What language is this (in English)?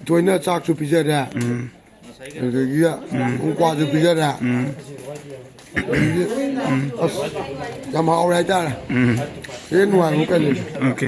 Manipuri